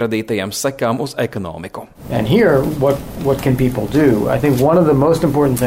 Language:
Latvian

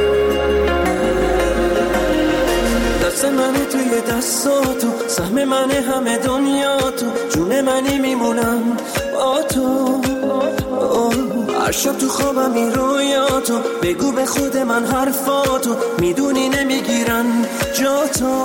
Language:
Persian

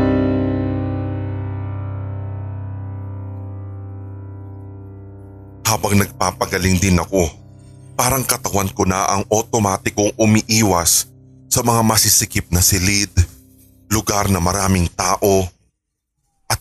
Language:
Filipino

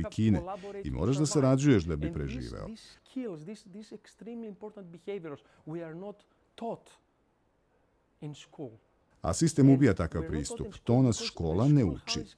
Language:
Serbian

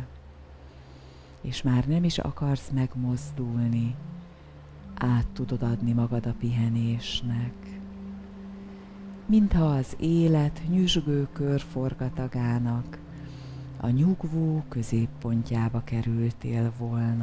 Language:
Hungarian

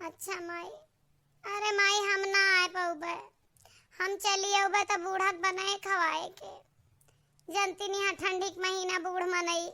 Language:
Awadhi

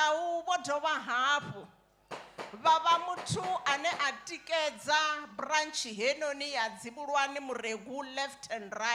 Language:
Venda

